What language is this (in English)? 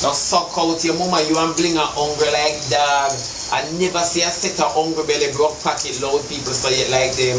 Jamaican Creole English